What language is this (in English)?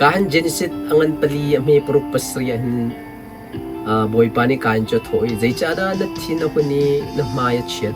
Hakha Chin